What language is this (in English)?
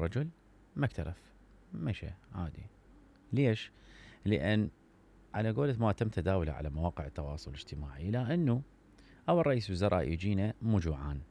Mesopotamian Arabic